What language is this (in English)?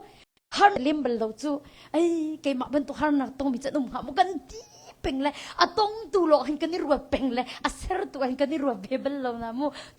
Hakha Chin